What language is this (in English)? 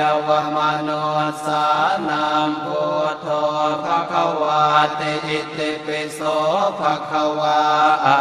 Pali